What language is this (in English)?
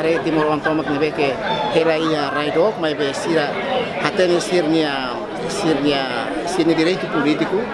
Tetum